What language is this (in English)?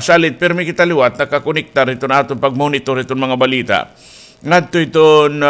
Waray